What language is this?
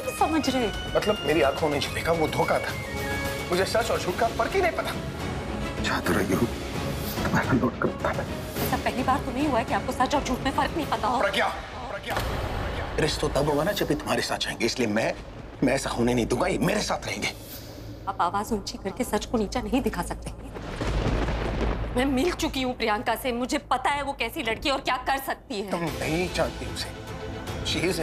Hindi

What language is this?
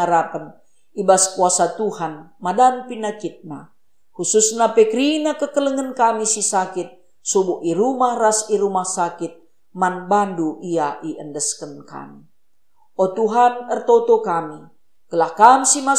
Batak Karo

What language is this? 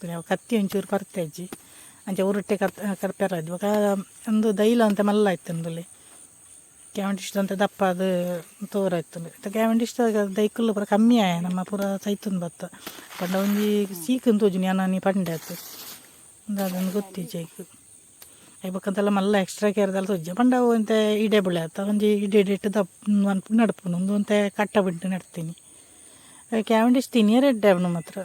Tulu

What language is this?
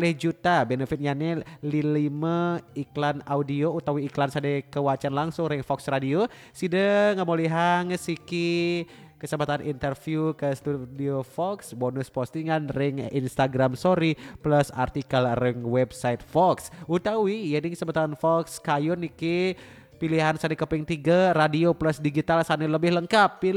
Balinese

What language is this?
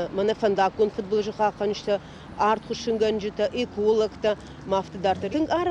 Ossetic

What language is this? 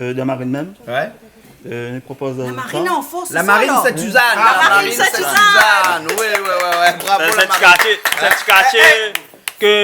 Réunion Creole French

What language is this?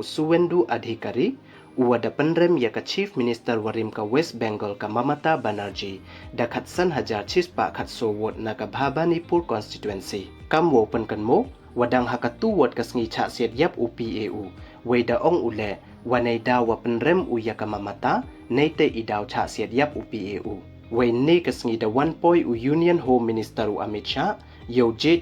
Pnar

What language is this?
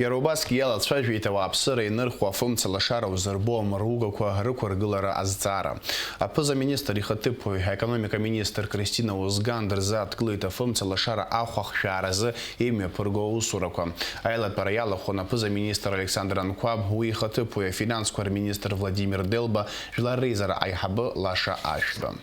Abkhazian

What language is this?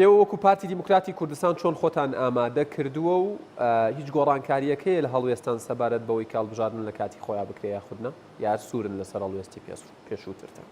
Central Kurdish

